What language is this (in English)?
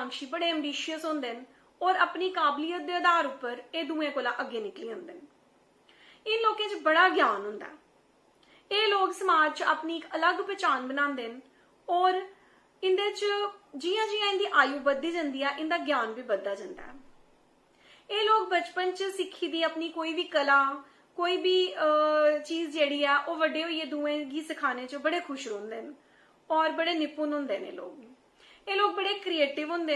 Dogri